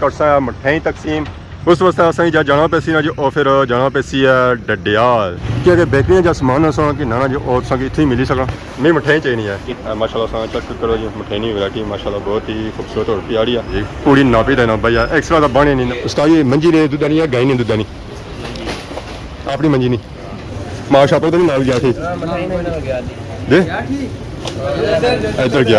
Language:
Pahari-Potwari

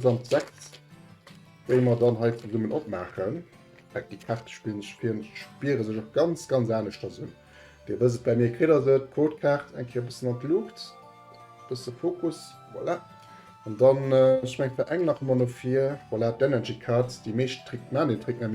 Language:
Luxembourgish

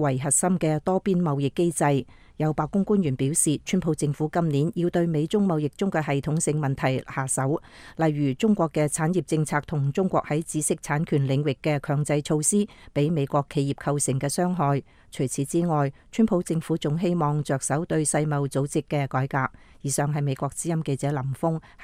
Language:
Cantonese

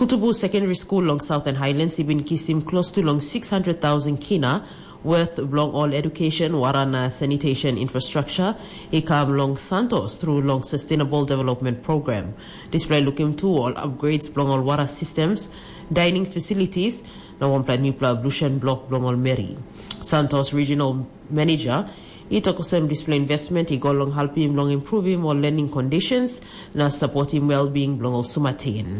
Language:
Tok Pisin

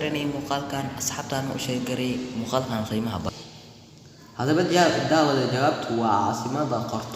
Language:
Somali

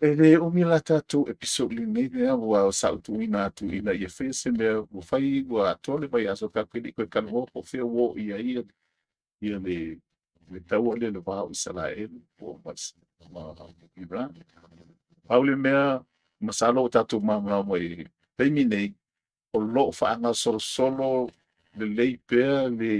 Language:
Samoan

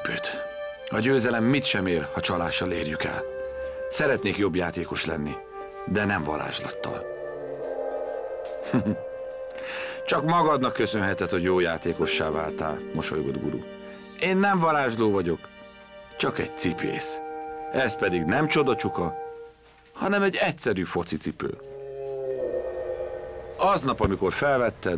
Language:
Hungarian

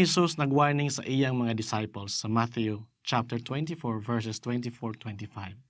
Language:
Cebuano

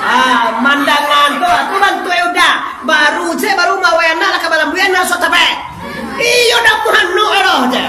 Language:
Minangkabau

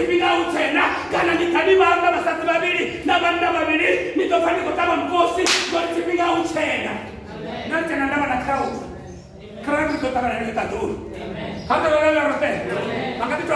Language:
Venda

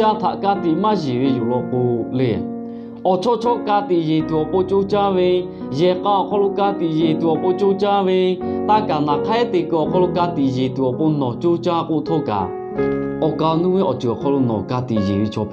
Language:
Lahu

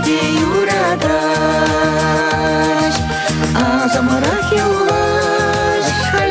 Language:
Chuvash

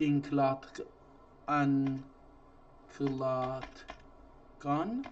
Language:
South Azerbaijani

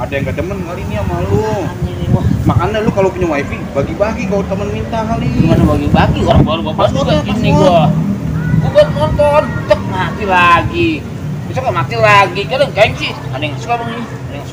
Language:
Betawi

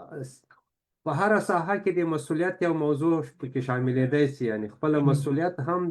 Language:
Pashto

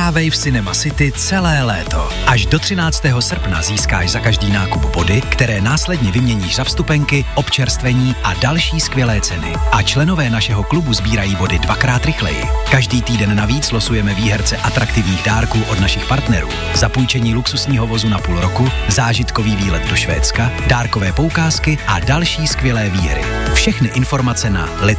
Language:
Czech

